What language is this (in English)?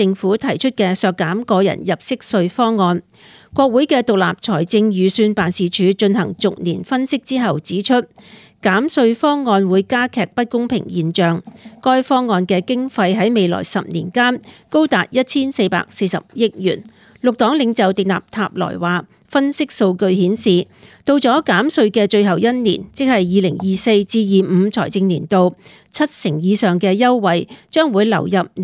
Cantonese